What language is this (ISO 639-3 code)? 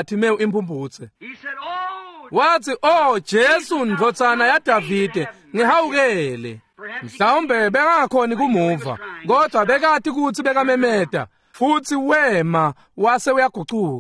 ssw